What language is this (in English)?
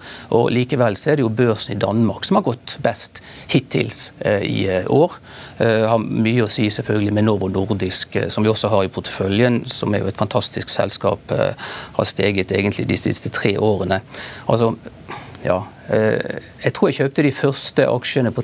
Norwegian